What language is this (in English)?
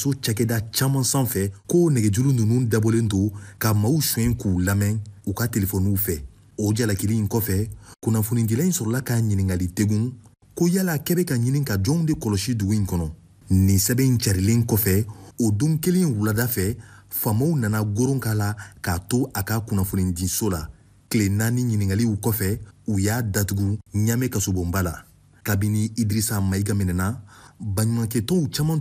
Bambara